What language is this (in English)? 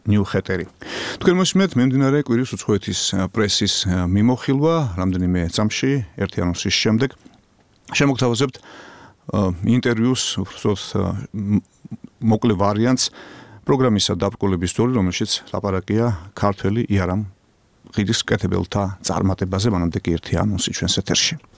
Georgian